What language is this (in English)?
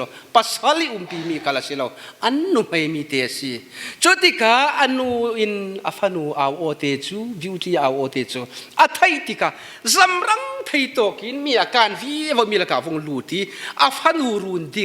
Falam Chin